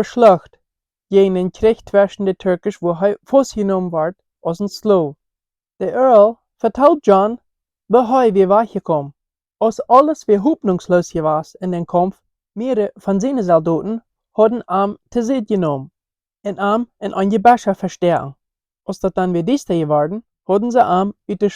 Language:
Plautdietsch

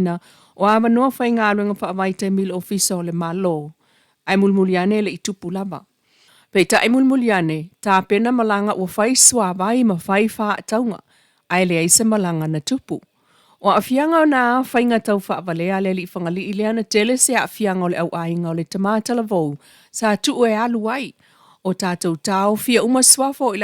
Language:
Samoan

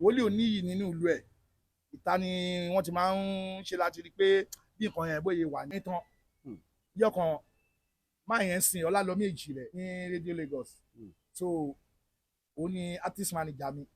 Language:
Yoruba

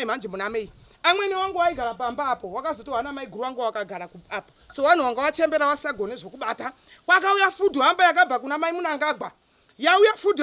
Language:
Shona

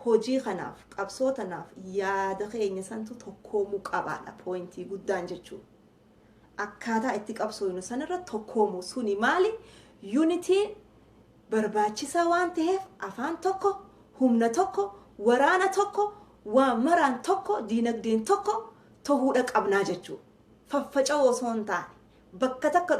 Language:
Oromo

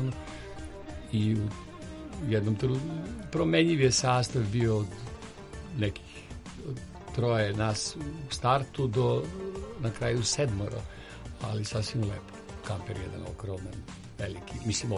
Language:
Serbian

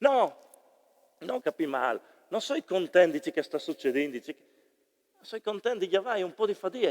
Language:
Friulian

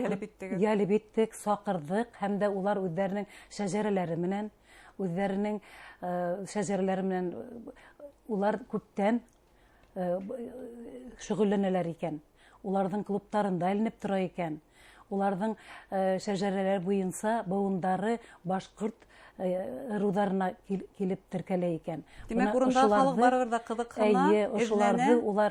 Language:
Bashkir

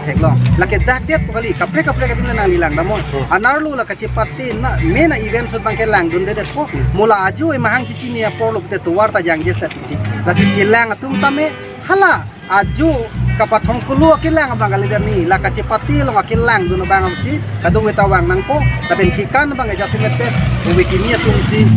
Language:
Karbi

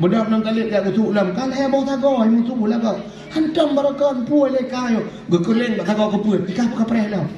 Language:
Achinese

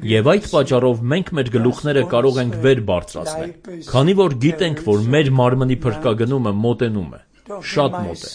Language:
Armenian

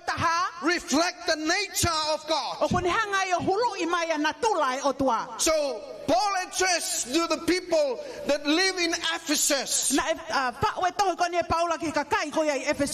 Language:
Tongan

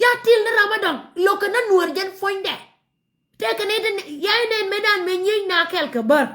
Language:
Nuer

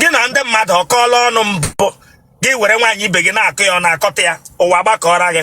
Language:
Igbo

